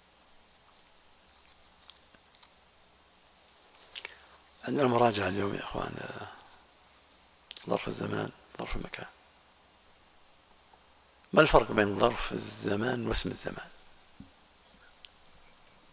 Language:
Arabic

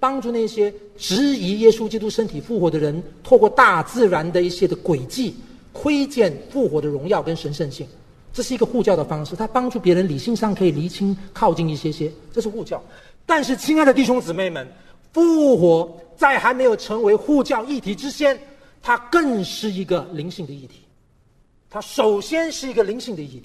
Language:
Chinese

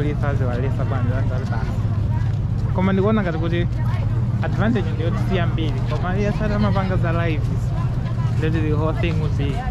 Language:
Nyanja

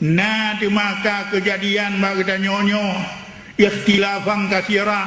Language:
Achinese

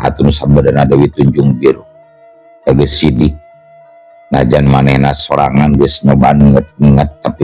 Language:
Sundanese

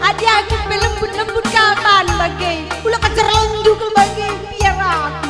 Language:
Batak Karo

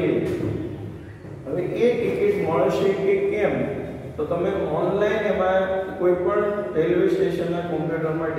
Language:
Gujarati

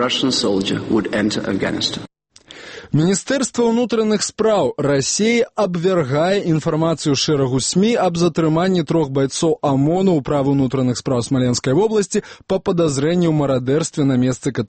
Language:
Belarusian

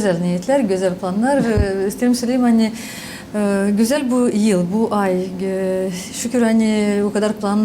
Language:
Gagauz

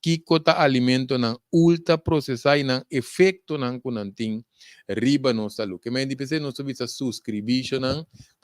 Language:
Papiamento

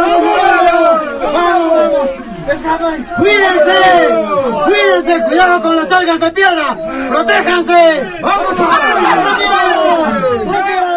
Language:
Quechua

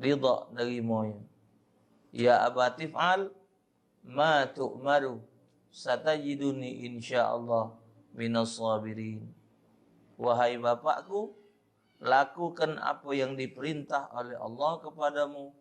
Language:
Musi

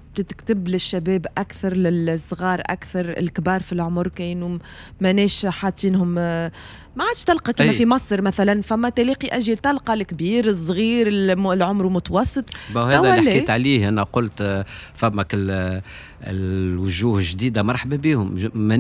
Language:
Tunisian Arabic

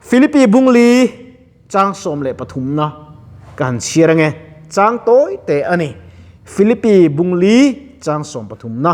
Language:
Mizo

